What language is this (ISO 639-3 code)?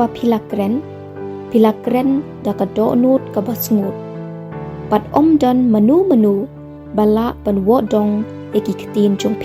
kha